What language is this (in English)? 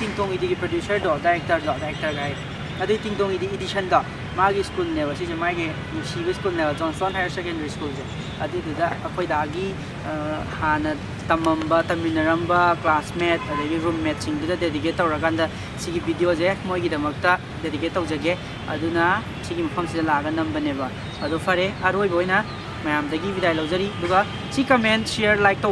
Manipuri